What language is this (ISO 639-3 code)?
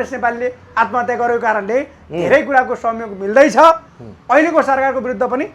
nep